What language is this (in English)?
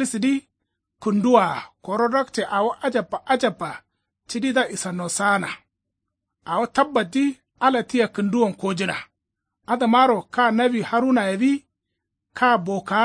Kanuri